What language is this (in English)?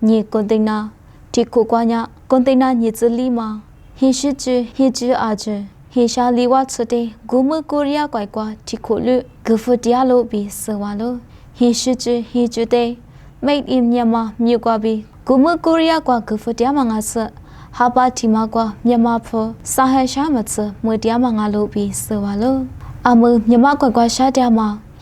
Lisu